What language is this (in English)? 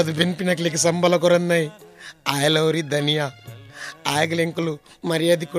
Kannada